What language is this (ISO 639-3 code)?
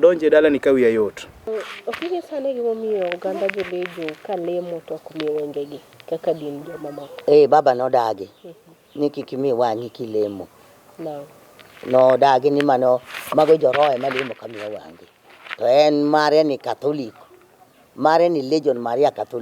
luo